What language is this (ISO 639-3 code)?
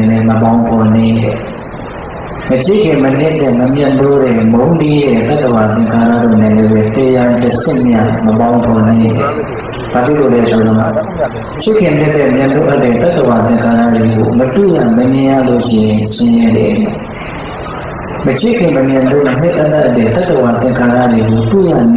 mya